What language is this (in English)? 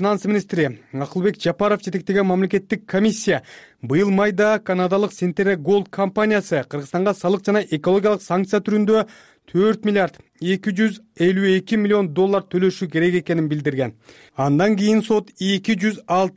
Kyrgyz